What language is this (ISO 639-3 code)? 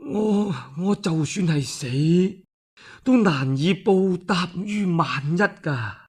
yue